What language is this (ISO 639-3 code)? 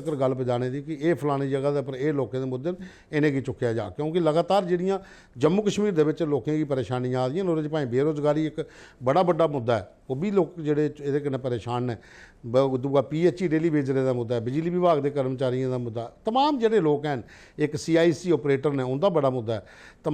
doi